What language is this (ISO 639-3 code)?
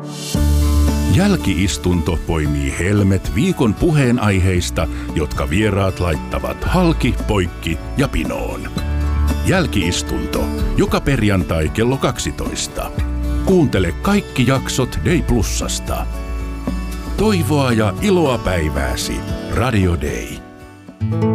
fin